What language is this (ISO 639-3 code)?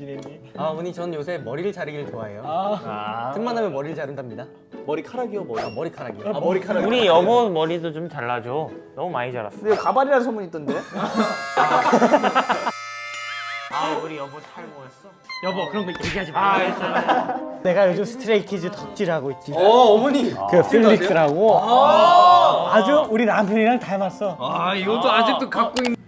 kor